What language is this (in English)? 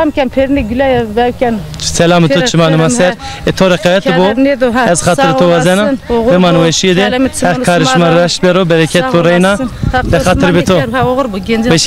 Zaza